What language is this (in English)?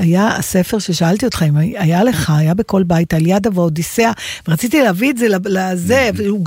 Hebrew